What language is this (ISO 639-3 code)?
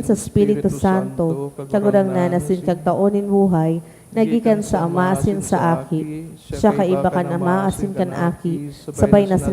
bik